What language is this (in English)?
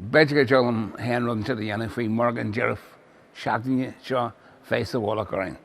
Irish